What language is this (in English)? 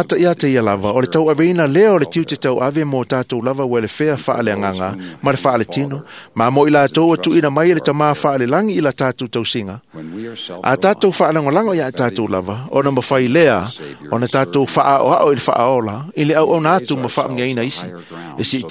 Samoan